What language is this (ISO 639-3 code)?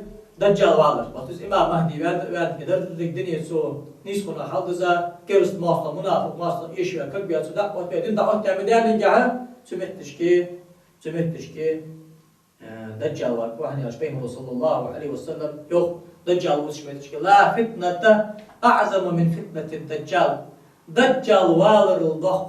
inh